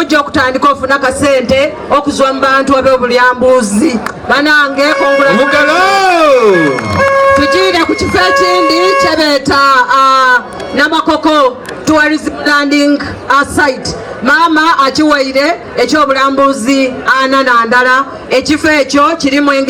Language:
Soga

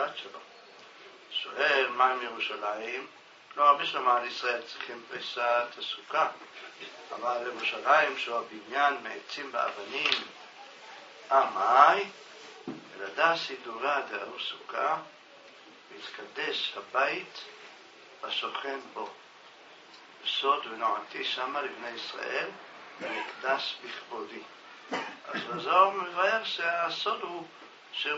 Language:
Hebrew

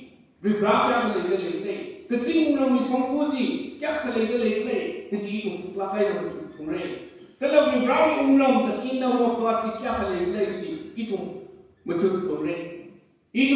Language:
Tangkhul Naga (India)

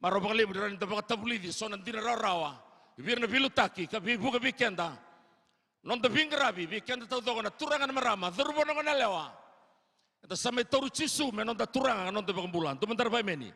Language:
Fijian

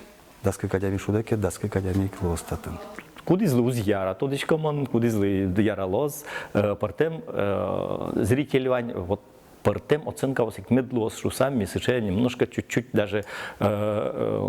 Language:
Udmurt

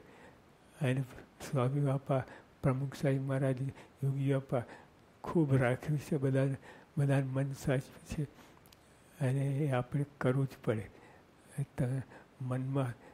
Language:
Gujarati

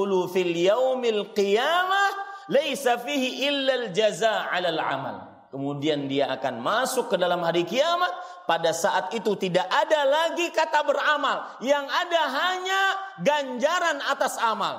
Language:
Indonesian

